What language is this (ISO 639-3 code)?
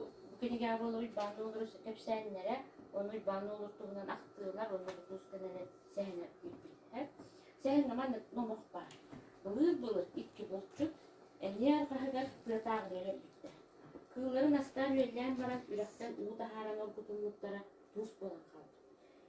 sah